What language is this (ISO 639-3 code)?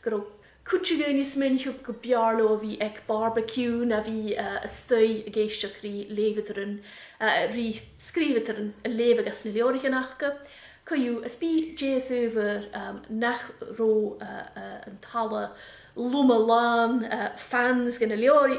gla